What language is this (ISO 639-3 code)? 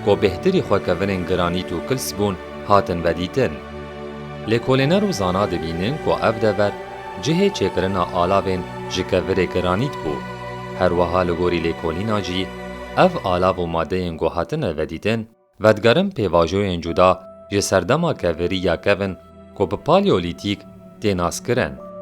kur